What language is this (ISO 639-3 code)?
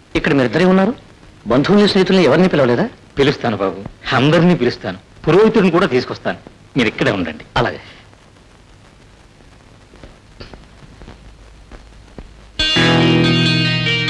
tel